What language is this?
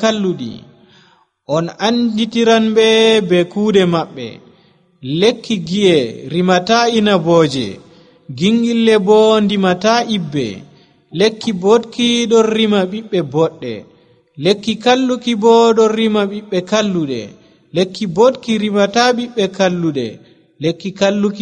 Nigerian Fulfulde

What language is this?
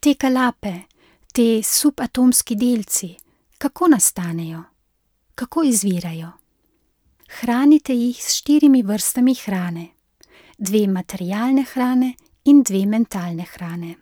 Slovenian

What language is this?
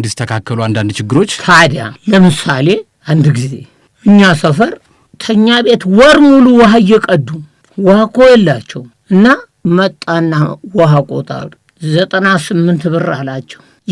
Amharic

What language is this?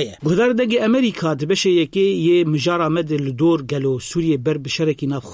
Kurdish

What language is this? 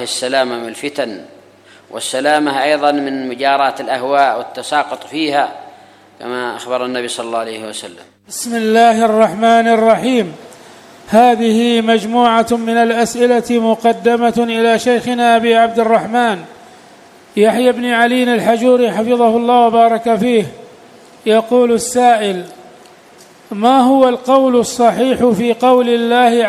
Arabic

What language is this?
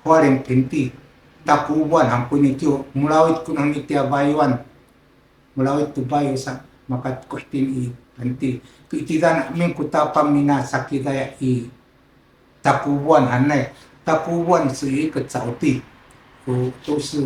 Sakizaya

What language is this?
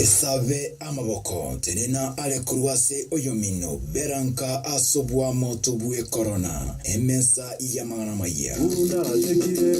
Gusii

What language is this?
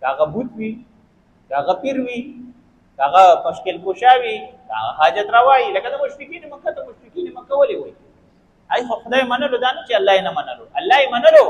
Pashto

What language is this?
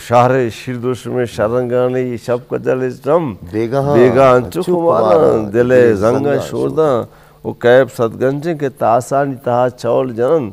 Eastern Balochi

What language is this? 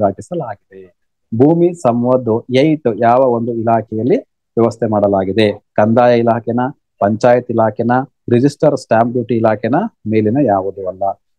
Kannada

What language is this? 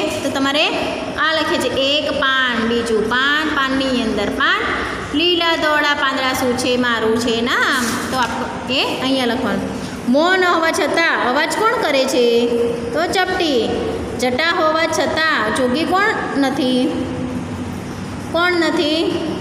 Gujarati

